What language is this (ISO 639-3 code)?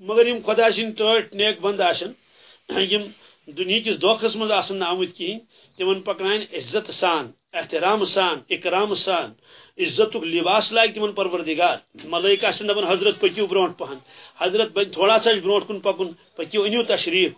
kas